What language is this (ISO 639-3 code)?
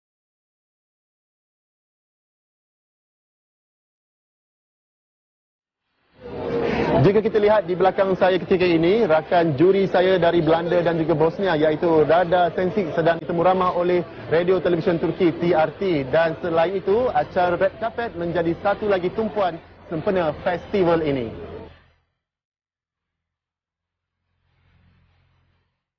msa